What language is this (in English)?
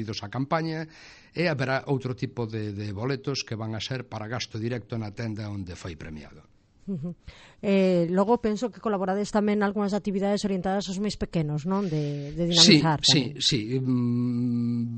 Galician